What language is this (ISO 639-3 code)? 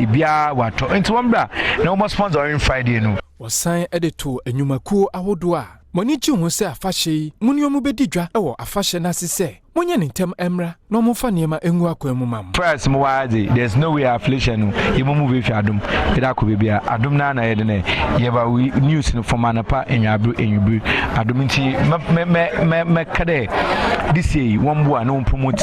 aka